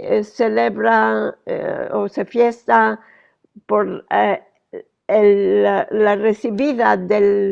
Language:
Ladino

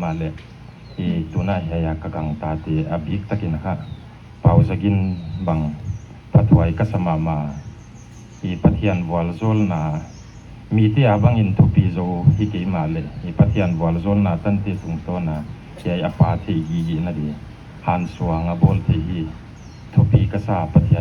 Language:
Paite Chin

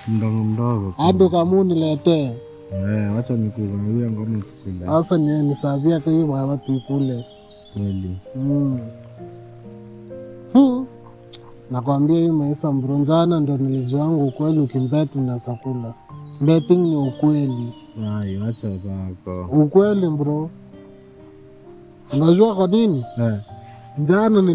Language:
Swahili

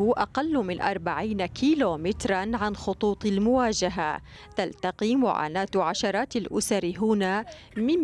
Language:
Arabic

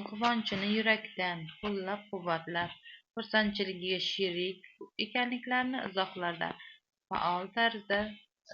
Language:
Uzbek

